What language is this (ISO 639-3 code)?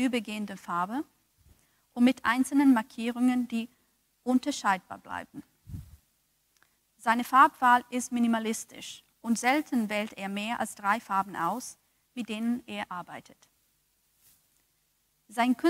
deu